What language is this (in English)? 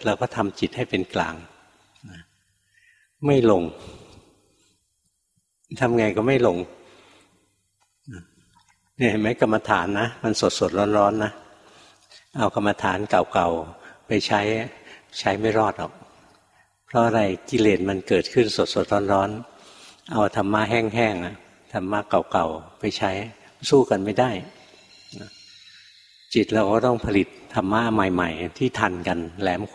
Thai